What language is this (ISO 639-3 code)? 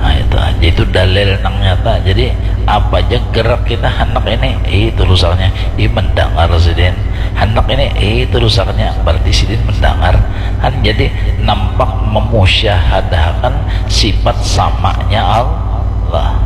bjn